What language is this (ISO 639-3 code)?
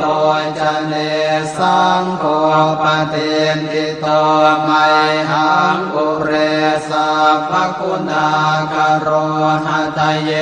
pli